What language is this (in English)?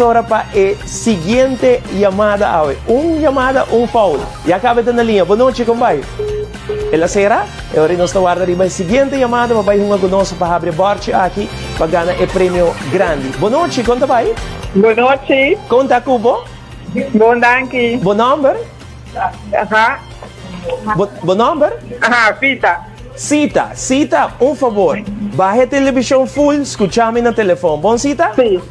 Papiamento